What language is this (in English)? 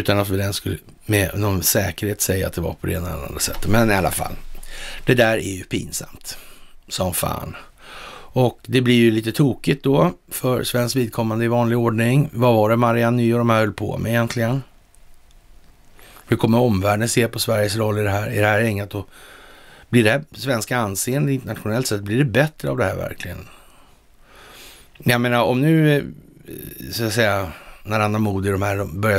Swedish